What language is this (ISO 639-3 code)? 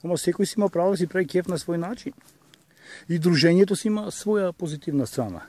mkd